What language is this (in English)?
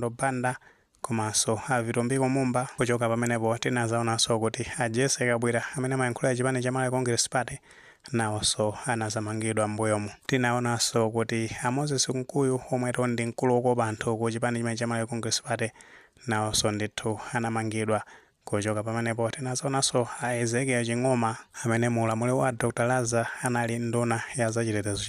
Nyanja